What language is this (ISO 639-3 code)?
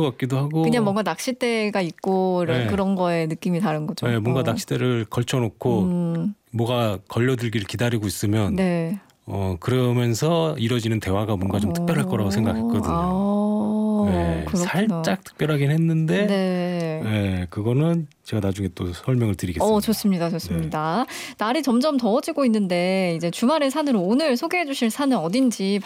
kor